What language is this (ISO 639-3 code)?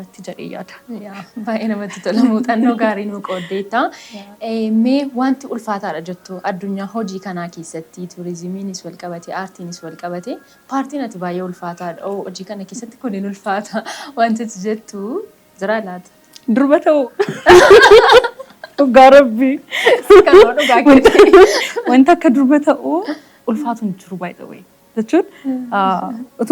orm